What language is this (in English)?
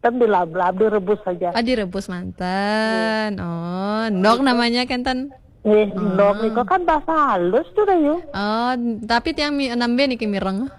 Balinese